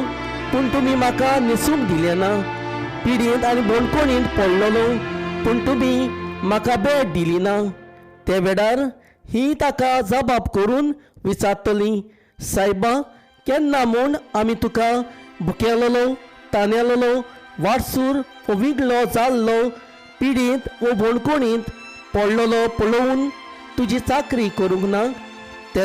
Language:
Konkani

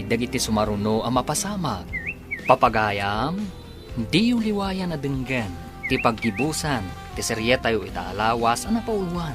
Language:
Iloko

